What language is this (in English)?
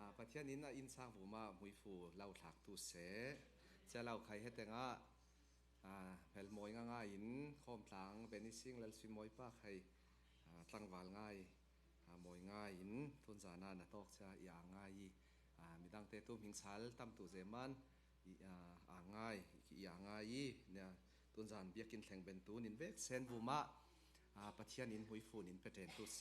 Falam Chin